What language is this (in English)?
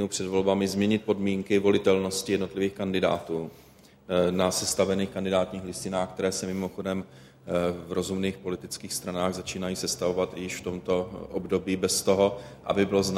Czech